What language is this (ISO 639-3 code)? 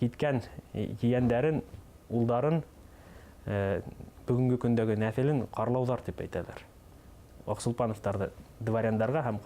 bak